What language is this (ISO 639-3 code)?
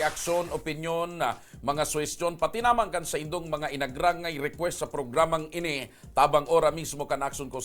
bik